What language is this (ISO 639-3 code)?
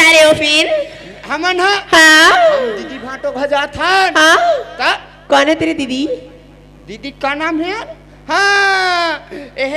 hne